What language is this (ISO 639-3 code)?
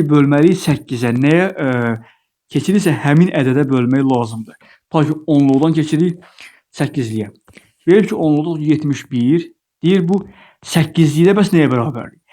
aze